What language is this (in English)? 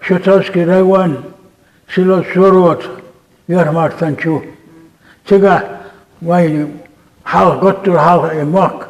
Chechen